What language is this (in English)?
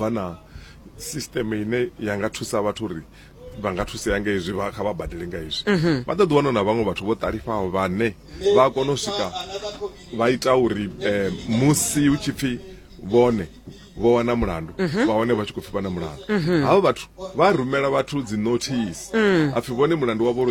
Venda